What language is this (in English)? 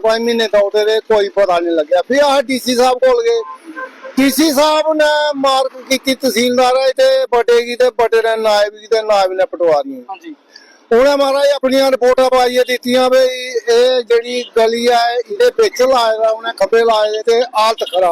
Dogri